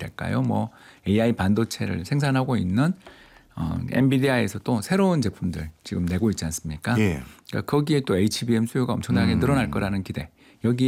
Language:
Korean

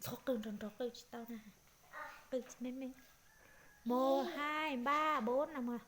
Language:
Hmong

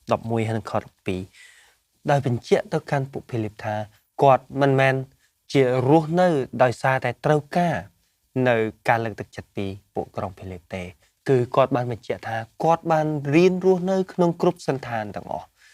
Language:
Khmer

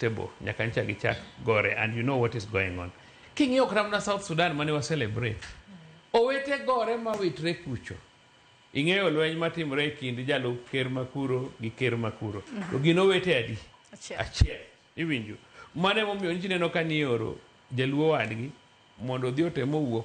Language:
Luo (Kenya and Tanzania)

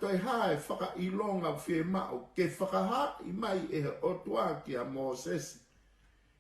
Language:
Tongan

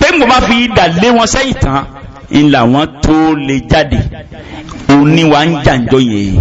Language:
Yoruba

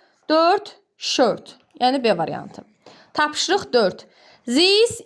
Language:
Azerbaijani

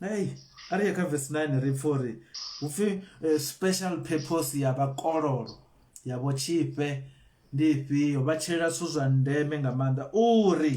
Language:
Venda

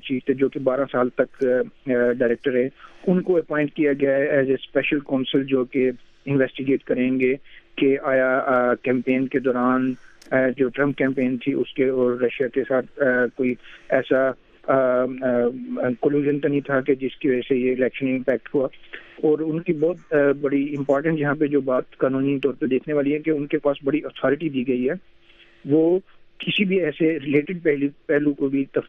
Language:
Urdu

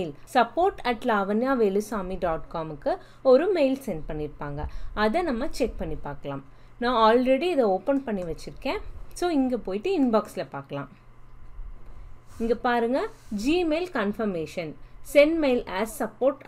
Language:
Tamil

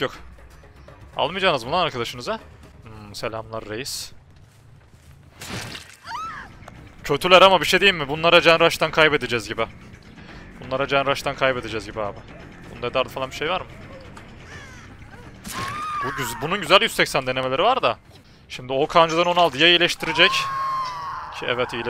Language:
Turkish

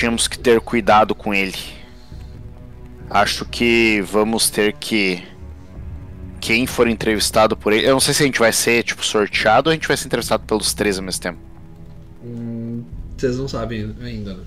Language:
Portuguese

